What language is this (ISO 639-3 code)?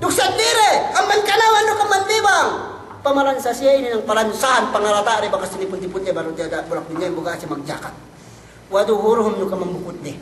yka